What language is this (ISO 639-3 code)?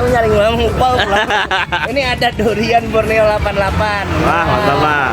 bjn